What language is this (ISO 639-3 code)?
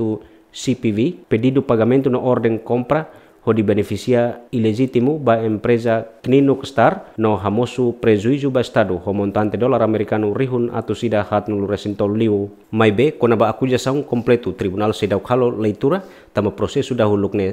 tet